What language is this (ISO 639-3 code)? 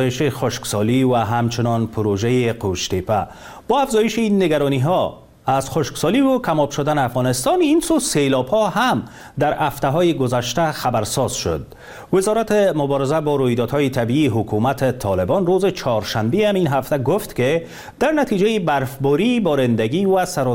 fas